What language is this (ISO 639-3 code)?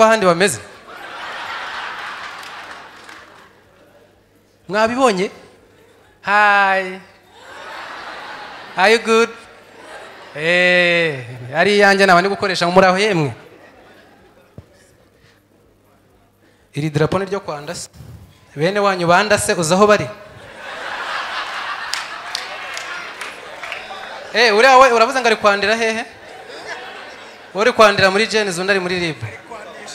kin